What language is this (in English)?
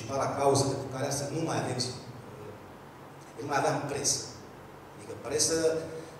Romanian